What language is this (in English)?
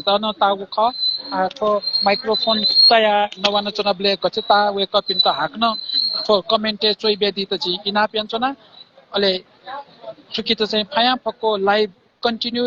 Newari